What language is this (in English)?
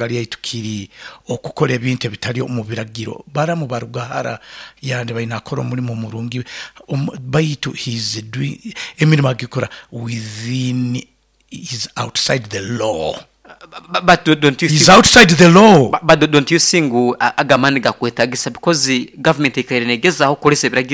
Nyoro